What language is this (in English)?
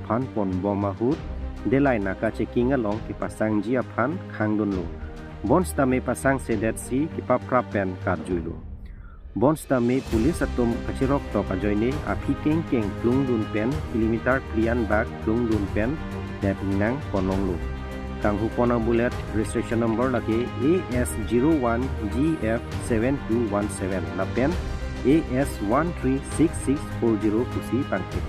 Karbi